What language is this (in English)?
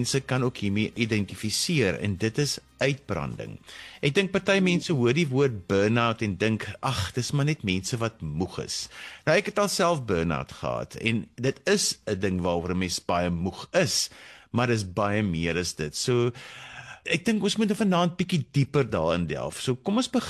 Afrikaans